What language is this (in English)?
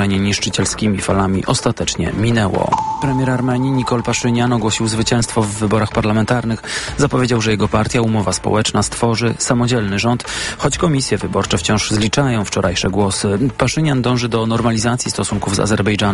Polish